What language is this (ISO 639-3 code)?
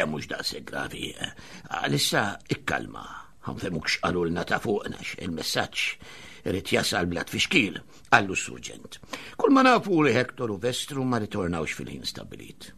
mlt